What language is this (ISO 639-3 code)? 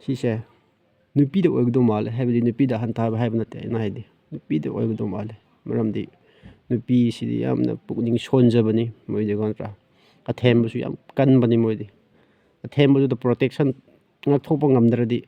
mni